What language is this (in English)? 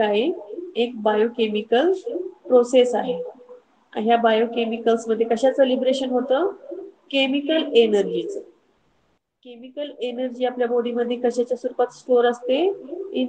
Marathi